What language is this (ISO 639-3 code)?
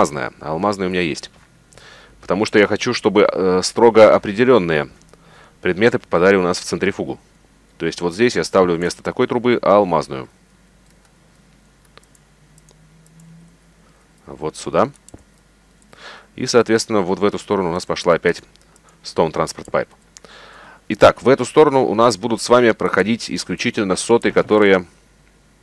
rus